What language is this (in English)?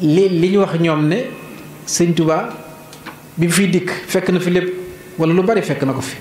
Wolof